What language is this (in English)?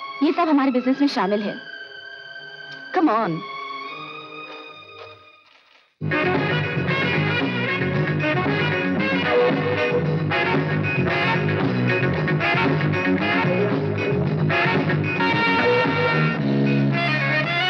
Hindi